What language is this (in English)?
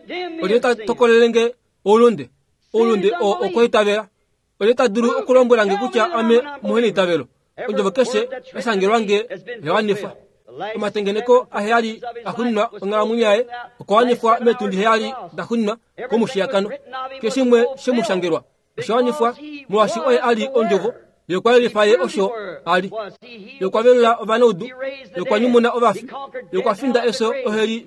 Kuanyama